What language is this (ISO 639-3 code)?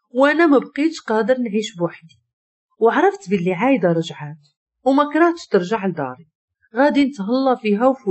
ary